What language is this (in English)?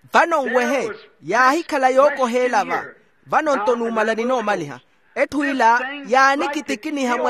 Makhuwa